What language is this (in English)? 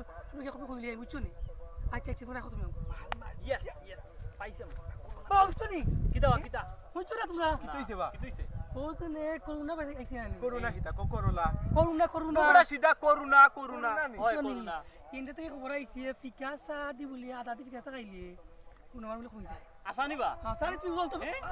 Sylheti